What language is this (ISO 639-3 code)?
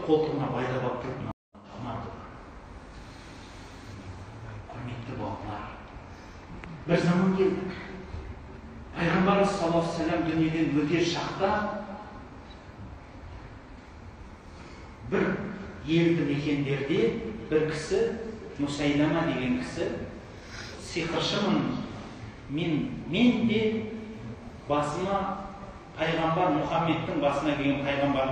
kaz